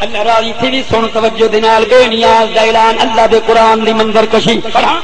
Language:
Saraiki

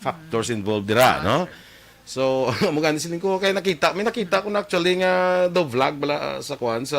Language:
Hiligaynon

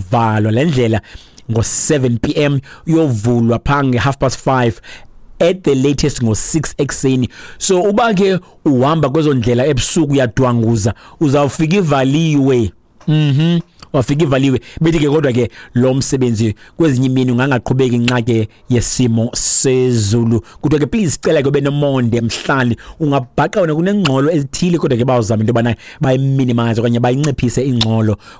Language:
Xhosa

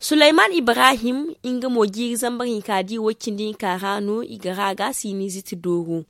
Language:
Zarma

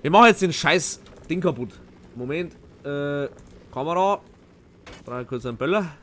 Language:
Bavarian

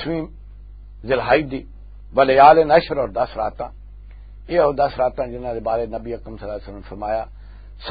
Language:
Western Panjabi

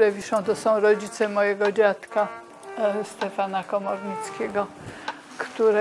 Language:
Polish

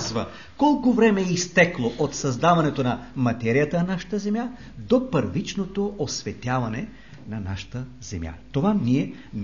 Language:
Bulgarian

